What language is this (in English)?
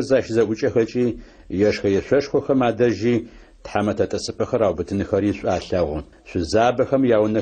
Adyghe